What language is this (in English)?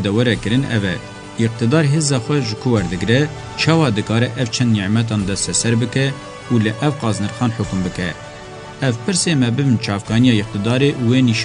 Kurdish